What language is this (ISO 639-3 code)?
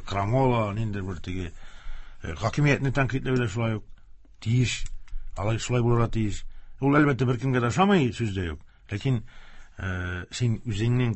tat